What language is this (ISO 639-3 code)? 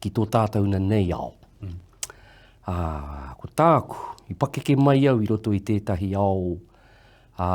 mri